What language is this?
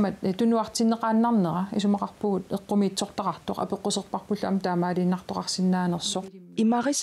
Kalaallisut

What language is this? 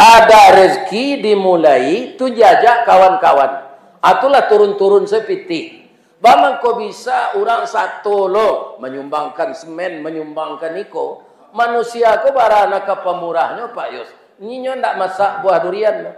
Minangkabau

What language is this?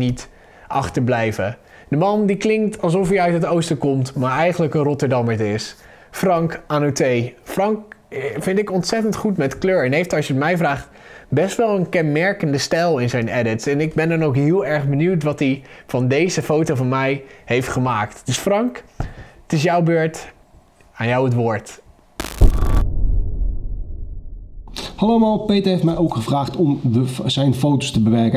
Dutch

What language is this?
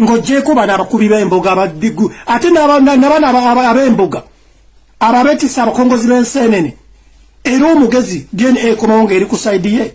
Ganda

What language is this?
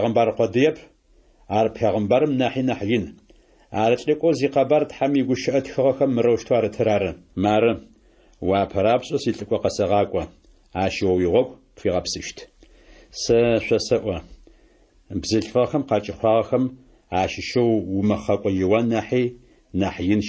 Adyghe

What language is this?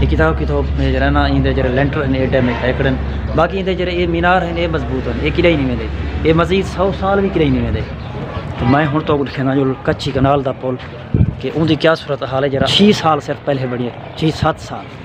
Saraiki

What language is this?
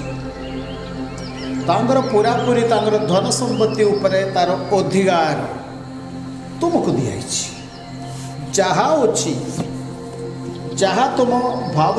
Odia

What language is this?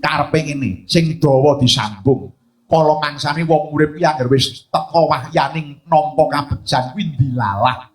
Javanese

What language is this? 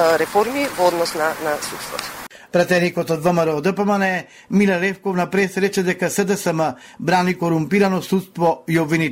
Macedonian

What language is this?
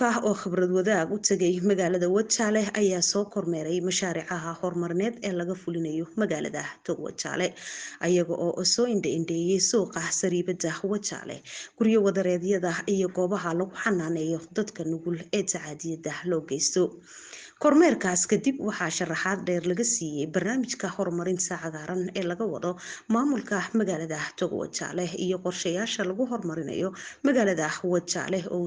Somali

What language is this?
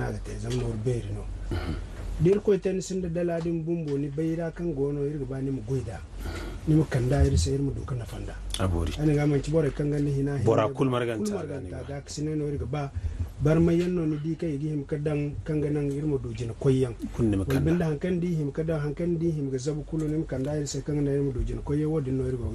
Zarma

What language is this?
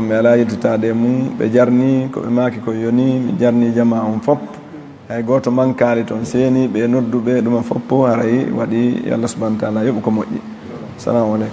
Fula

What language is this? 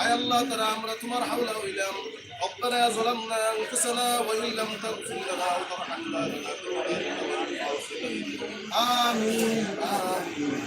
Sylheti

